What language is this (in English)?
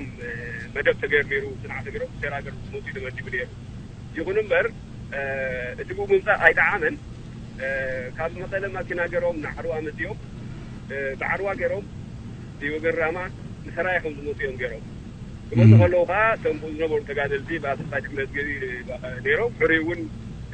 Tigrinya